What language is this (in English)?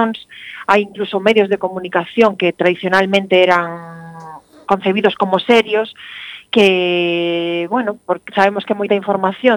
Galician